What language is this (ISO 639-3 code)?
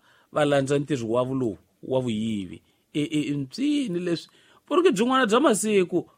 tso